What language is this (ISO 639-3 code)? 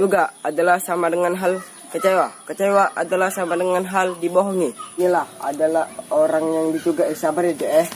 mui